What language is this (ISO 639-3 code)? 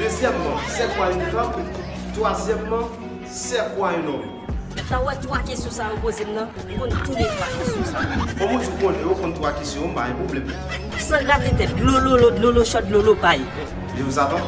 hat